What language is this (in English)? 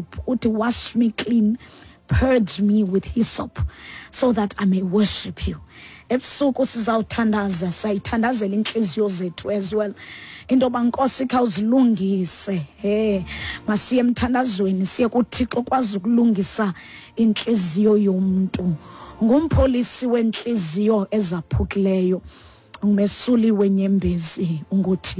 Xhosa